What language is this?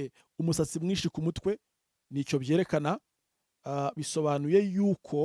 Kinyarwanda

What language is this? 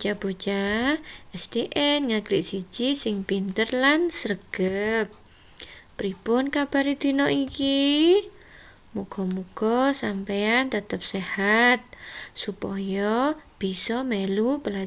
Javanese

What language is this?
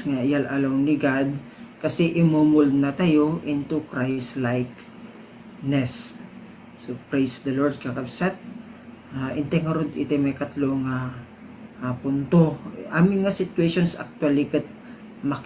Iloko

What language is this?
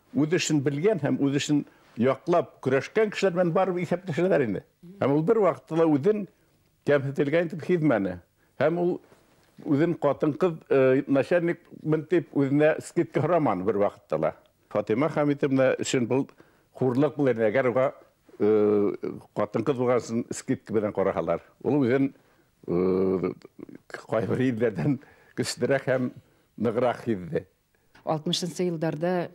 Bashkir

